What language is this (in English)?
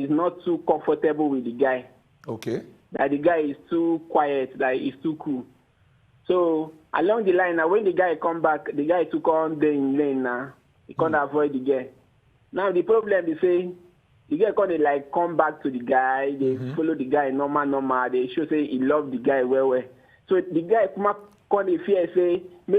Nigerian Pidgin